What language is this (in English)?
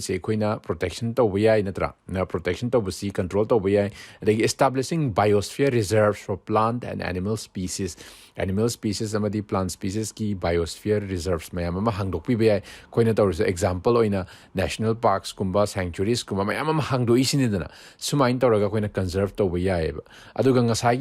Manipuri